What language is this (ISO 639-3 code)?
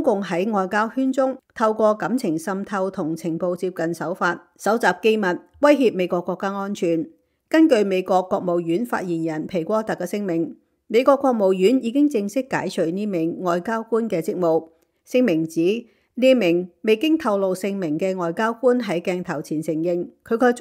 yue